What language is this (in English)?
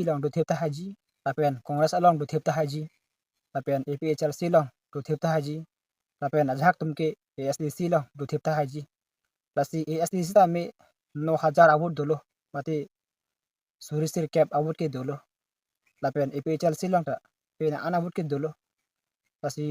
Karbi